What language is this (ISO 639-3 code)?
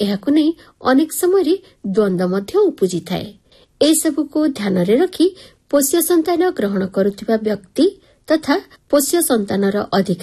ori